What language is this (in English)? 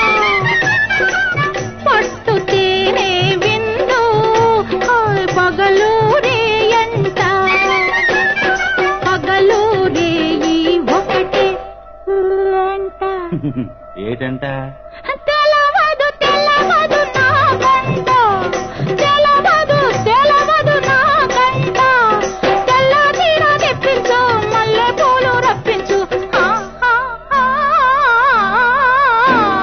Telugu